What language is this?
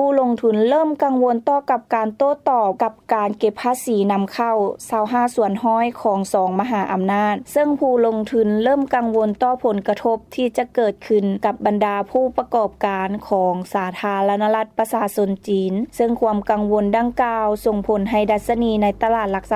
Lao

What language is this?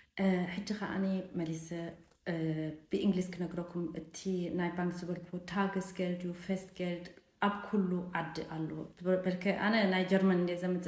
Tigrinya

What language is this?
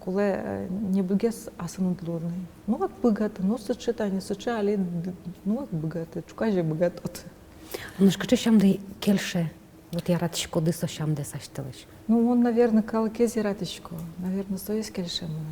Udmurt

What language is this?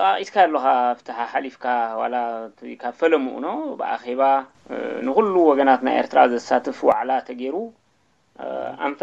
Tigrinya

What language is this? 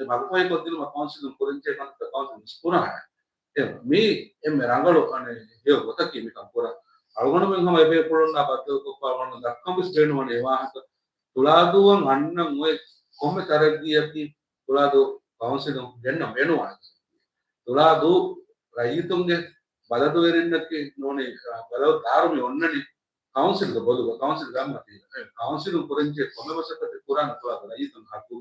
Divehi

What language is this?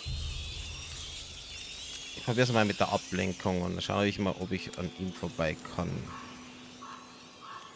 German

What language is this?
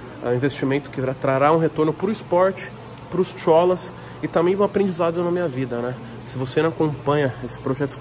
Portuguese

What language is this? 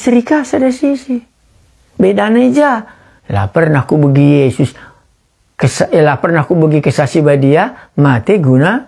Batak Karo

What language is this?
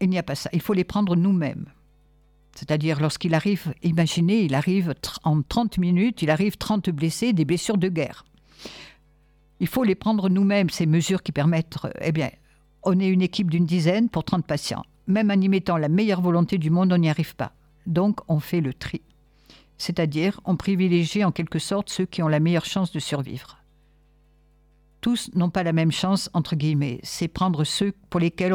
French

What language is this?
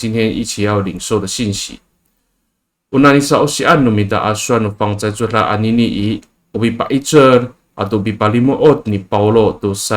Amis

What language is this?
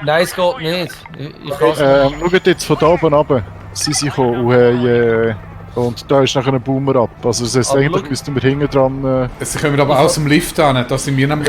Swiss German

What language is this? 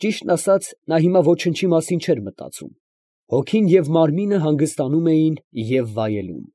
Armenian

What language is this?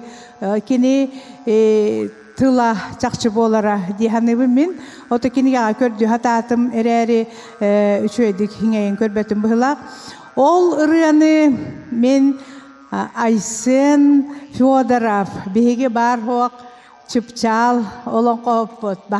Yakut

